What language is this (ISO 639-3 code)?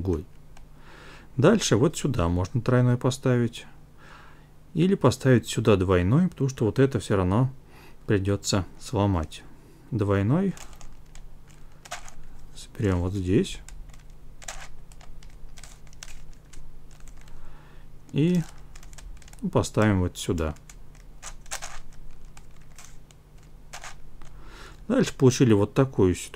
rus